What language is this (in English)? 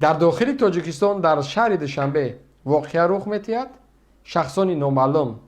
Tajik